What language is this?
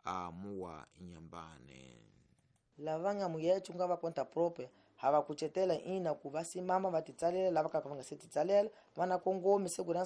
Tsonga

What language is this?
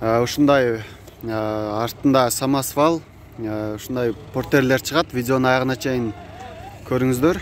Kyrgyz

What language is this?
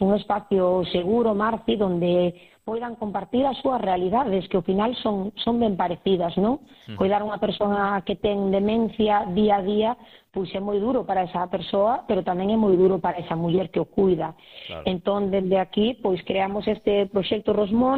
Galician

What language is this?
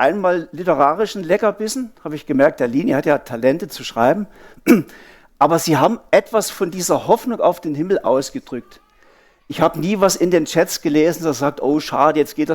Swiss German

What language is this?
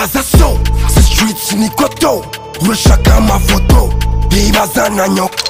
Kinyarwanda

